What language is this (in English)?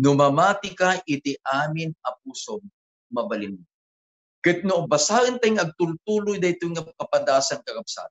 Iloko